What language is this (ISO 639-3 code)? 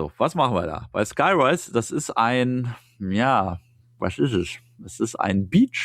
deu